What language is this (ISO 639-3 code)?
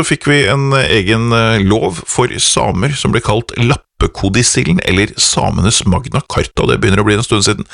nor